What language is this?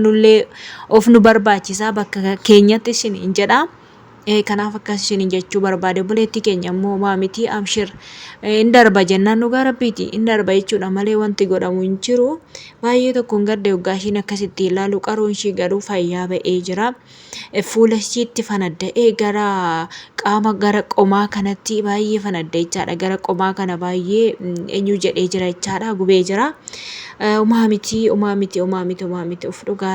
Oromo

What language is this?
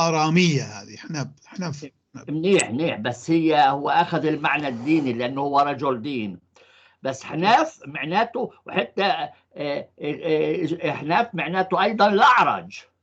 North Levantine Arabic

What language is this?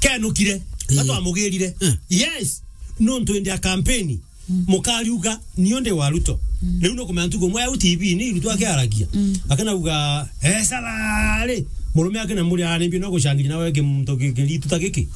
Meru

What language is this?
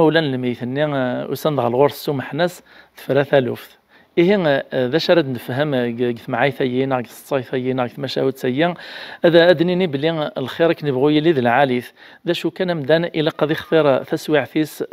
Kabyle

